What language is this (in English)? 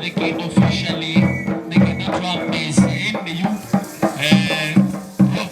Kamba